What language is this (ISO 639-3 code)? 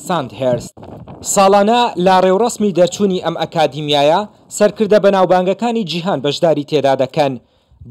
ckb